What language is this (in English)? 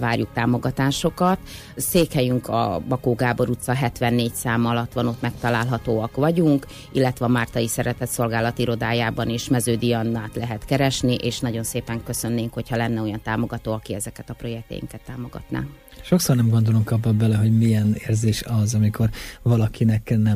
Hungarian